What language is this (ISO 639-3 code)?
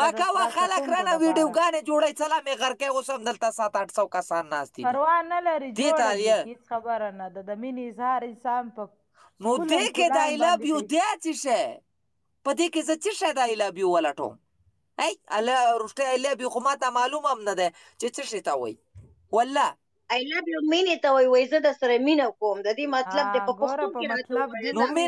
pus